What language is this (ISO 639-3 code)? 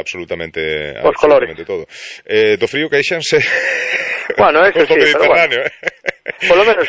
glg